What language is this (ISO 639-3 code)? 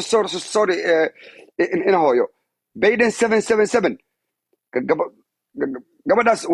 som